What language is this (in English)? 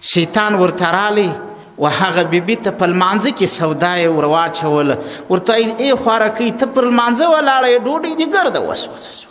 Pashto